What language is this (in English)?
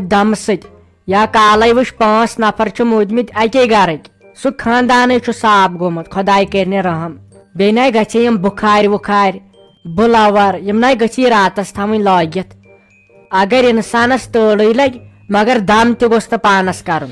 Kashmiri